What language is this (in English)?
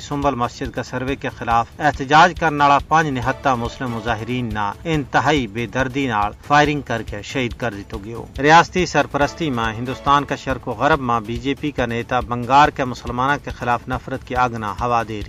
Gujari